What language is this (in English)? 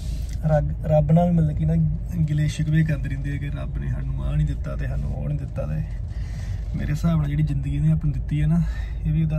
Punjabi